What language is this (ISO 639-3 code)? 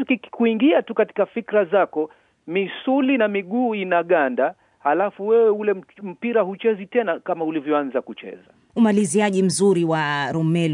swa